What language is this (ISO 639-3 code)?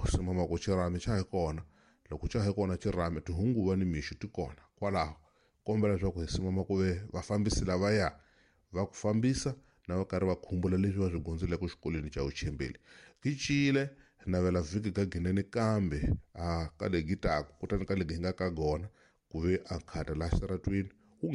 tso